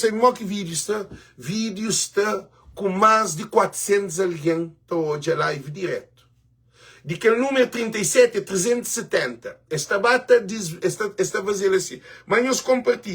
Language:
Kabuverdianu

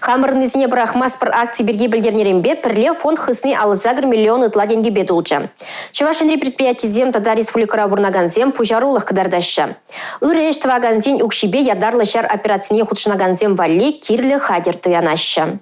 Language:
Chuvash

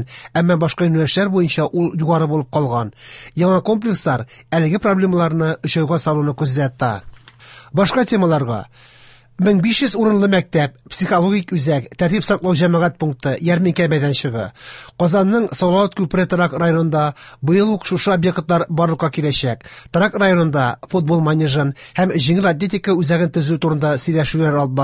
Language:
Tatar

